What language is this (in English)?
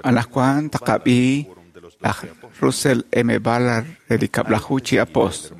Kekchí